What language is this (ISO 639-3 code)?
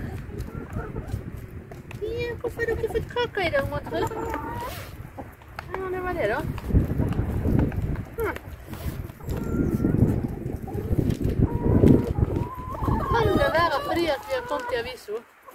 nor